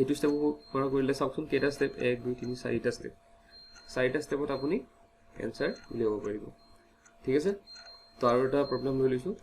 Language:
Assamese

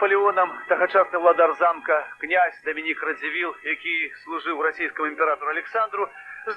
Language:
Belarusian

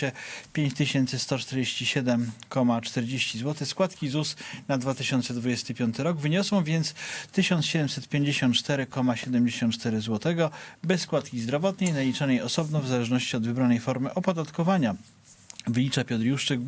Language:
Polish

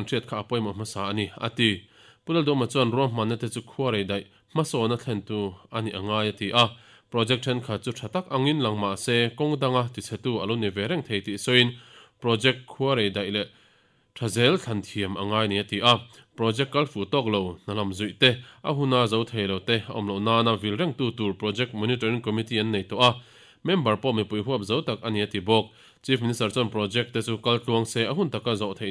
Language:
Mizo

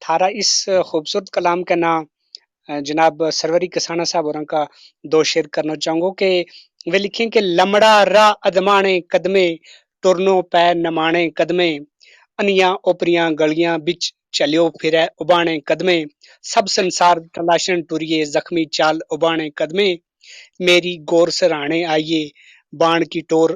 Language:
Gujari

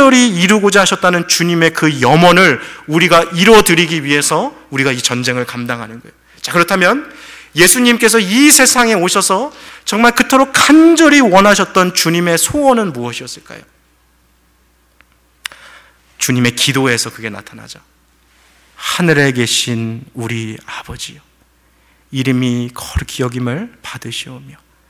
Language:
Korean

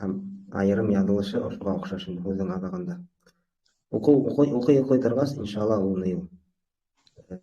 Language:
Bashkir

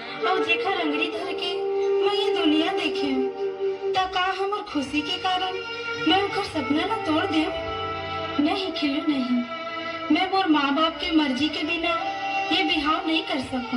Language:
Chhattisgarhi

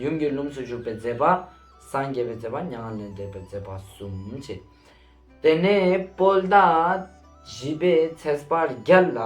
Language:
Ladakhi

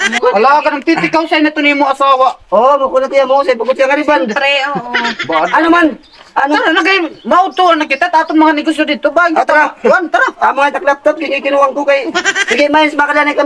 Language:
Waray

